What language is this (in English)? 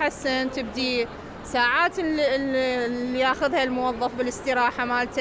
Mesopotamian Arabic